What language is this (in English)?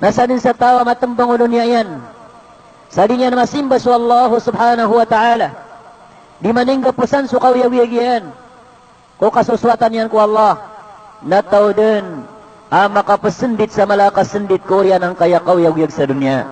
Maranao